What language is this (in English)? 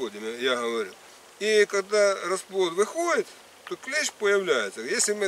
Russian